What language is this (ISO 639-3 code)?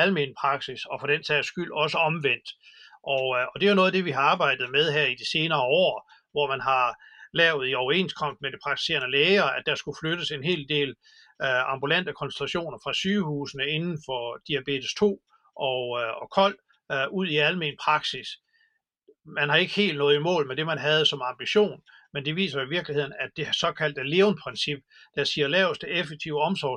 dan